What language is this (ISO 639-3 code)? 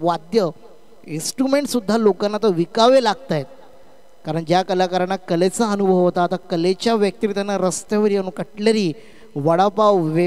mar